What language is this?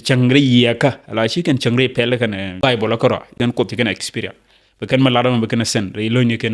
Nuer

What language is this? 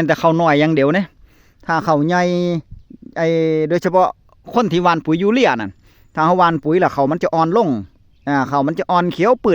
Northeastern Thai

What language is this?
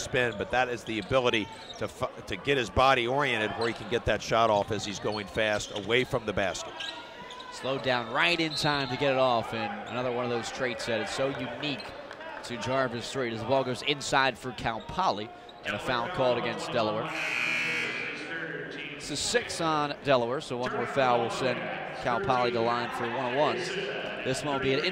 English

